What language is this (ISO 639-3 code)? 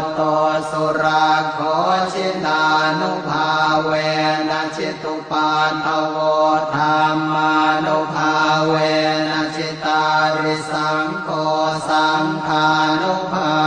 pli